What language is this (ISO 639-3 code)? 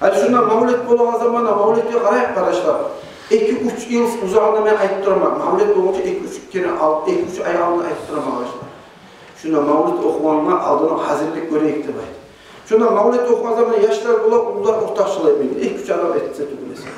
kum